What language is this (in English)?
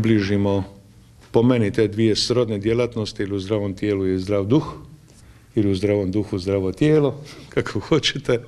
Croatian